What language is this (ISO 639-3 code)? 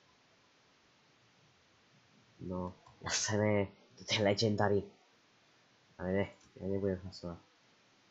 slk